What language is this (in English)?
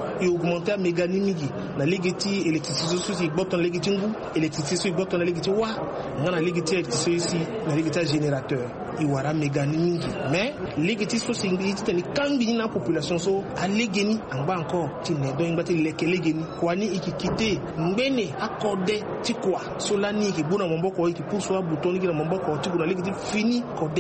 Sango